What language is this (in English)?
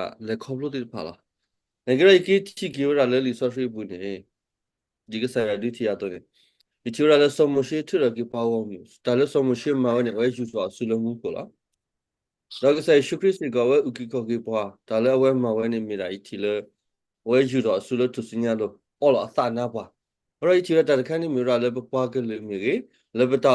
S'gaw Karen